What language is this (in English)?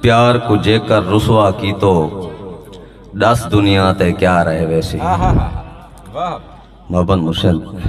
Saraiki